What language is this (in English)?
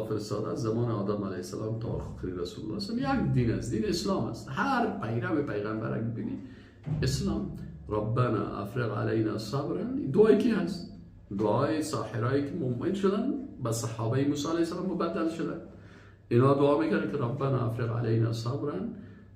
Persian